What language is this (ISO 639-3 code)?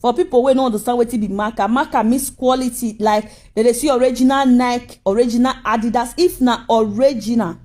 pcm